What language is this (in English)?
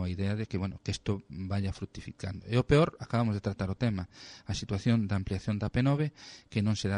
Galician